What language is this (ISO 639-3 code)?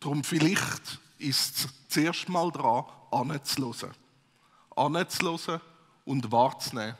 gsw